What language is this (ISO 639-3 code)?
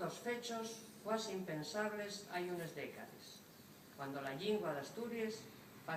ast